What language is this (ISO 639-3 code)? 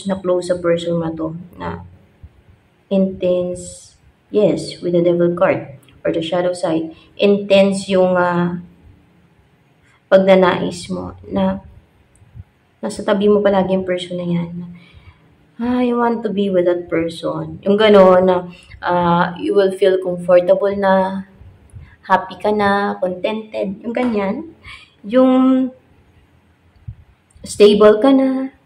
fil